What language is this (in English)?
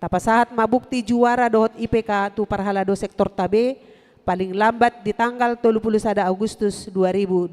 Batak Toba